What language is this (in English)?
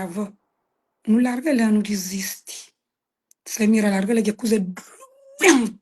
Kabuverdianu